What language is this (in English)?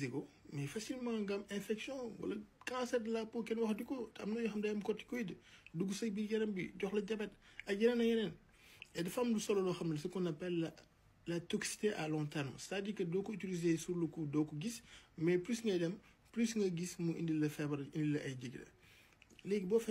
Wolof